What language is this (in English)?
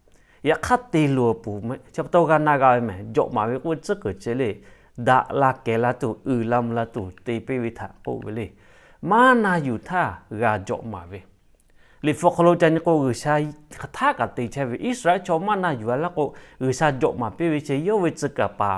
Lahu